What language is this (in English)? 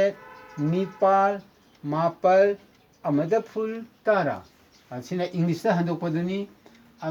Manipuri